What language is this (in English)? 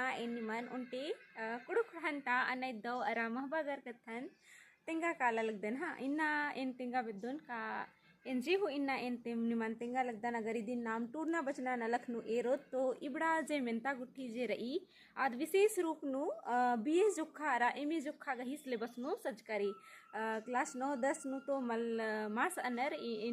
Kurukh